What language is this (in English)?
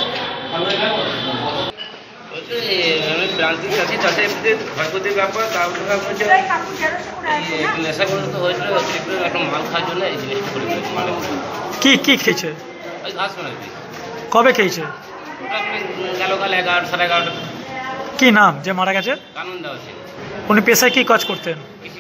Bangla